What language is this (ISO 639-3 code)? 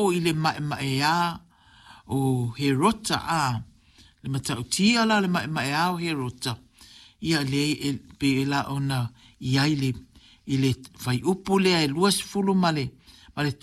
smo